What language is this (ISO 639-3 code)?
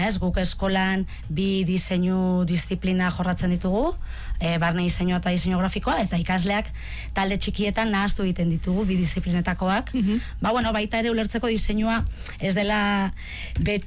eus